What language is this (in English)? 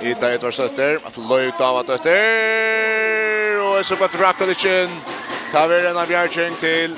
Faroese